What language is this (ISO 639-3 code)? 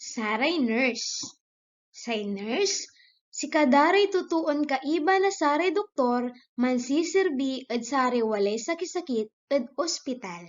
pag